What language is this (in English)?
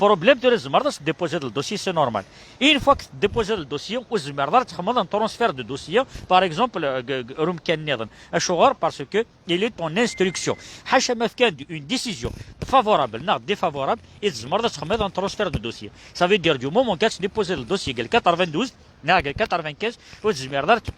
Kabyle